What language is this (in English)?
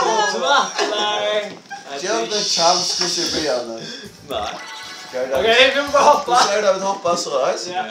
Faroese